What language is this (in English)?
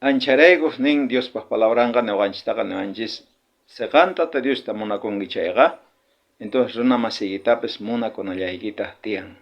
South Bolivian Quechua